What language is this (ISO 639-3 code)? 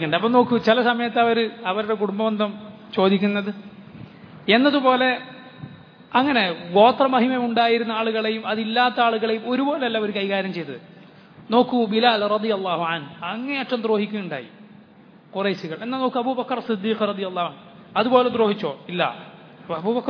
mal